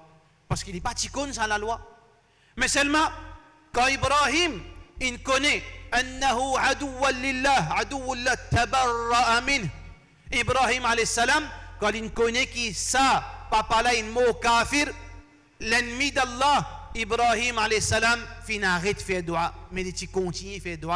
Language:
Morisyen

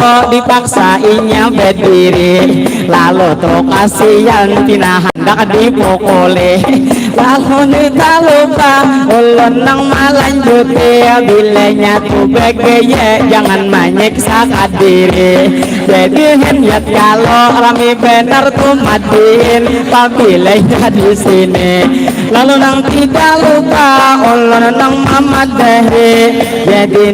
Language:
Banjar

